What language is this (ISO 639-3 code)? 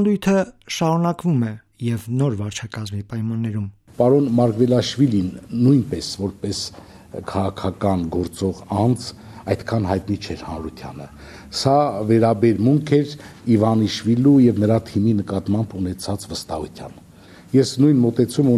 hye